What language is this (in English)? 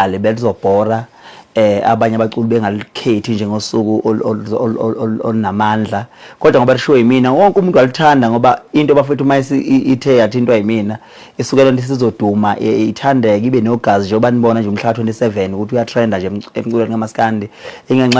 Zulu